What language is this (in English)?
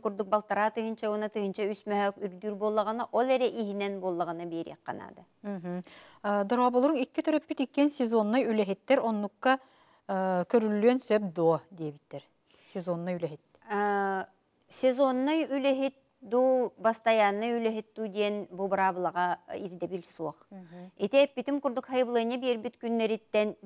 Yakut